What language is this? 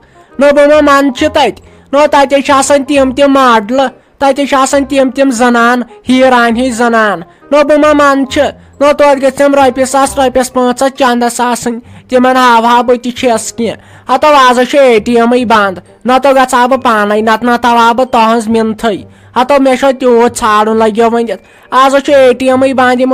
Kashmiri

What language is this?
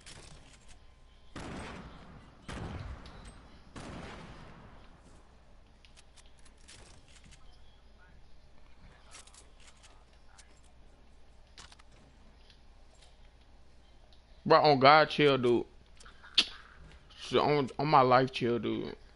English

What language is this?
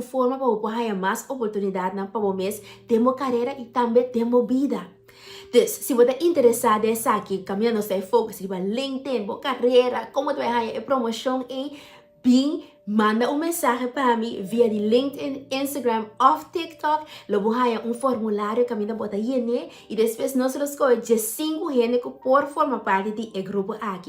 Papiamento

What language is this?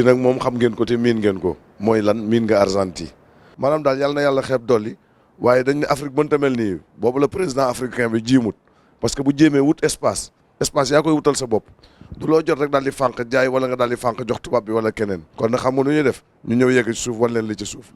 Wolof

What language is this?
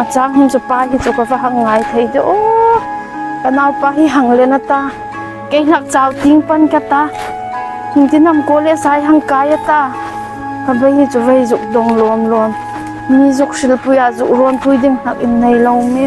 Hmar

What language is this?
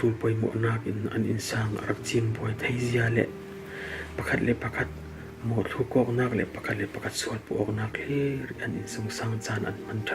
Falam Chin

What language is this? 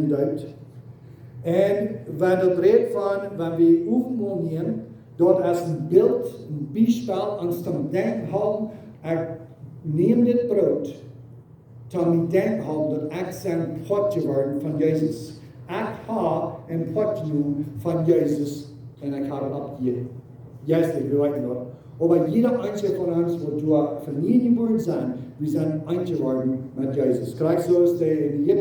Plautdietsch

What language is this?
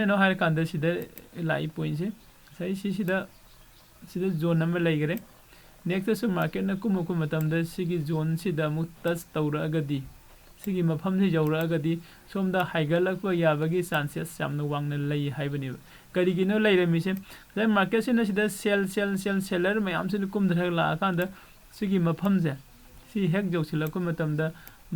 Manipuri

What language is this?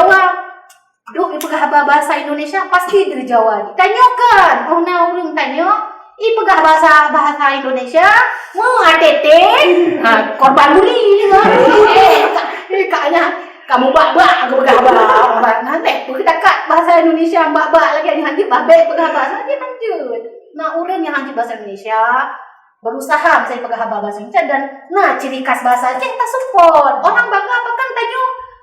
Achinese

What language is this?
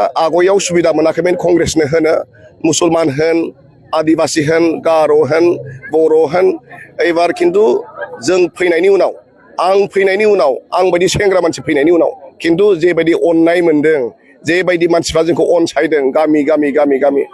Bodo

